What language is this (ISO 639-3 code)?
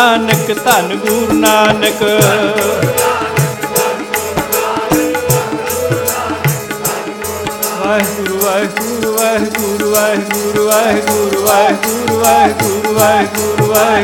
pan